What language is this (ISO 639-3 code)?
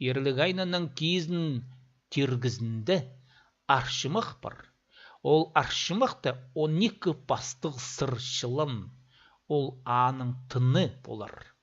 kjh